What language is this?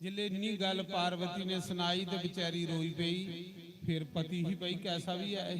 Dogri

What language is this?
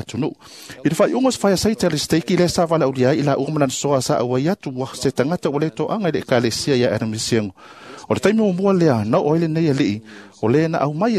Samoan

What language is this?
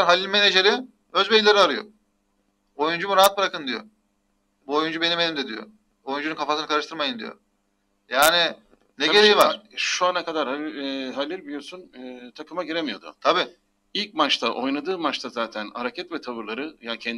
Turkish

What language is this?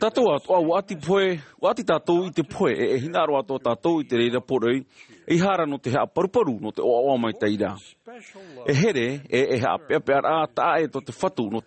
Tahitian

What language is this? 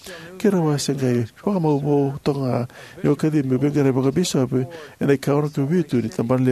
Fijian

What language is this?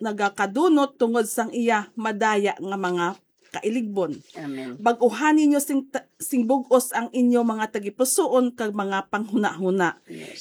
Hiligaynon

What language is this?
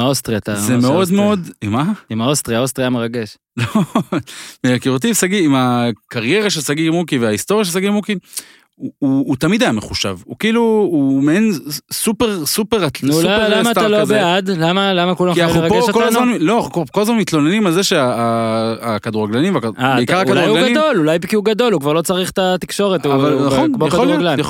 Hebrew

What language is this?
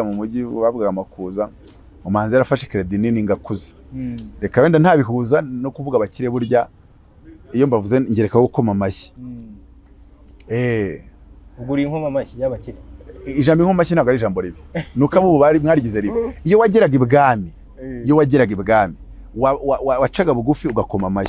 Kinyarwanda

